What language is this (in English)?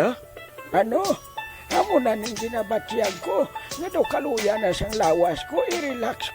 Hiligaynon